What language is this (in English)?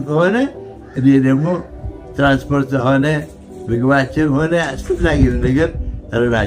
Amharic